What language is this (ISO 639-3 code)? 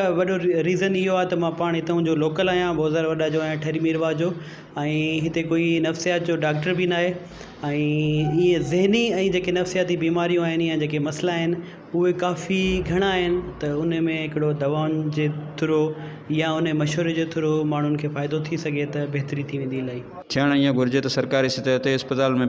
snd